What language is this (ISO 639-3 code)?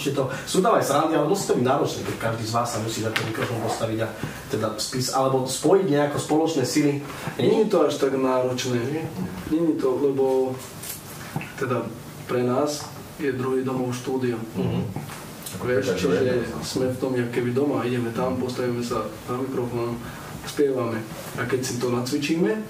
slk